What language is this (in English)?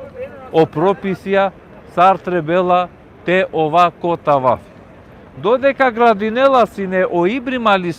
Balkan Romani